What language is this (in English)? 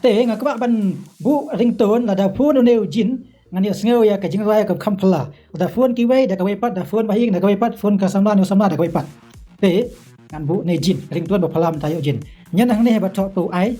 Khasi